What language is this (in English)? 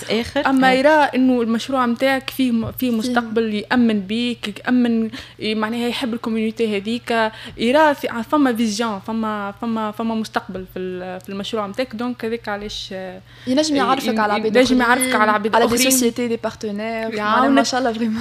Tunisian Arabic